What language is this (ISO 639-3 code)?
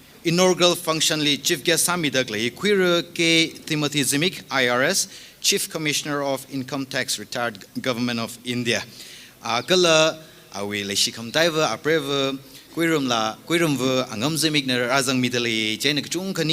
nmf